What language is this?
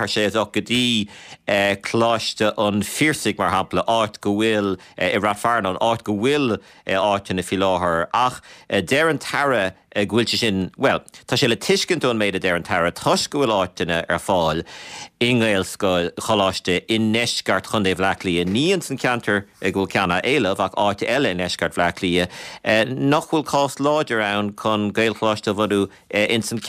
Irish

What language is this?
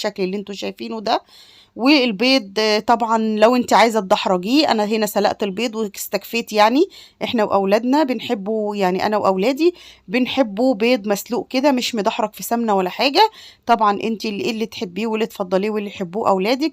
Egyptian Arabic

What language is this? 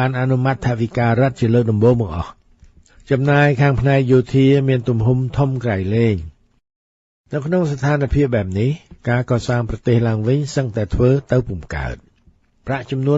Khmer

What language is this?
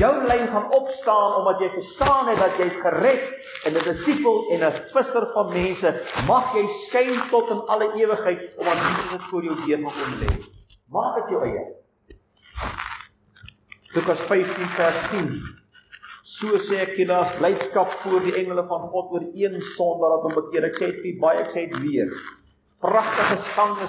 Afrikaans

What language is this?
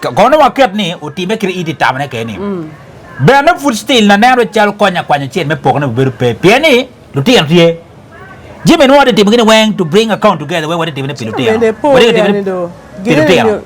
Acoli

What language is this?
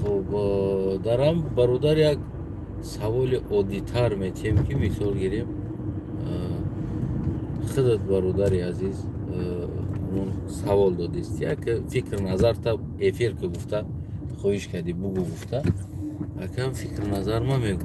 Tajik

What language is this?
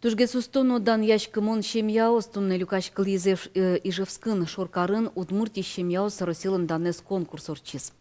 Udmurt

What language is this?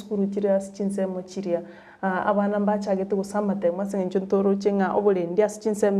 Gusii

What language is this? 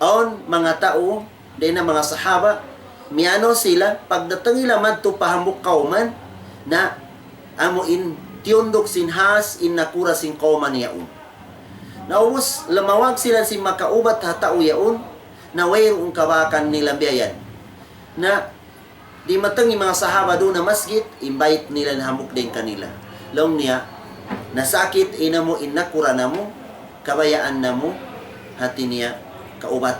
Tausug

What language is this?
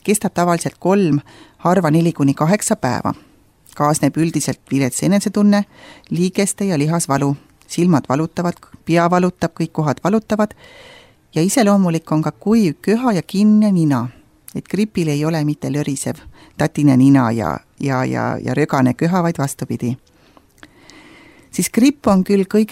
Estonian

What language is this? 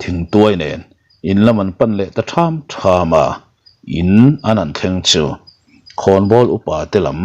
Mizo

